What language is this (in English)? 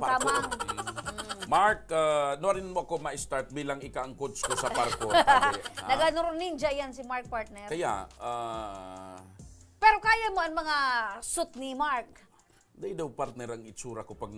Bikol